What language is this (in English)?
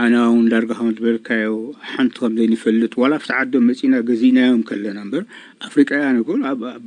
Tigrinya